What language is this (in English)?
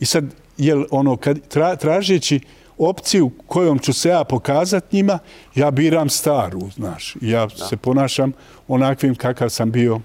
Bosnian